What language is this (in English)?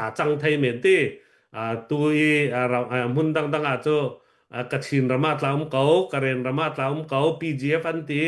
Hakha Chin